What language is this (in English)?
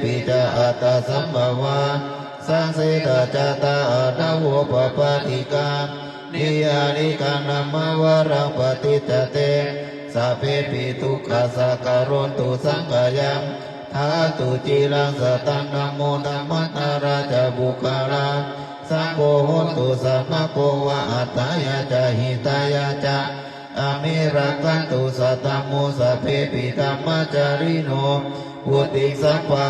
Pali